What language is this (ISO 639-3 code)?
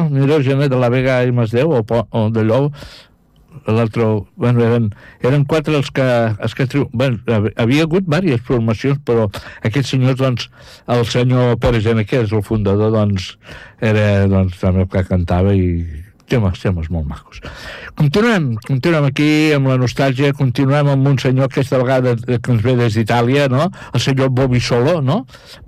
cat